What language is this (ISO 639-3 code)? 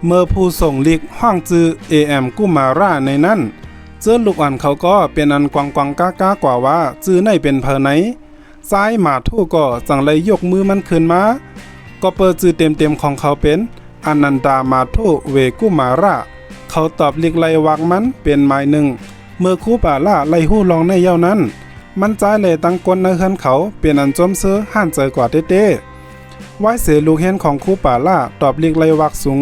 shn